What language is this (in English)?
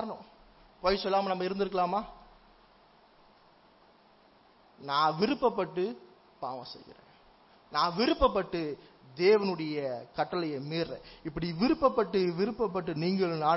Tamil